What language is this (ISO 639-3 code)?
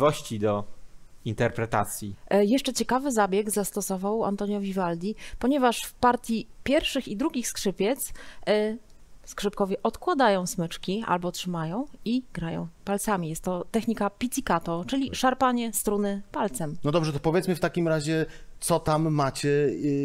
pol